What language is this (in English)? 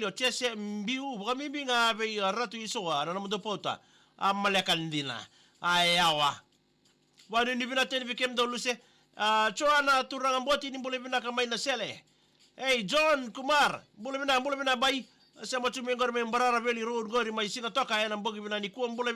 Fijian